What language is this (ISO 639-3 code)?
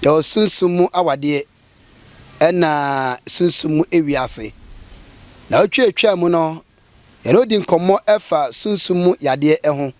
aka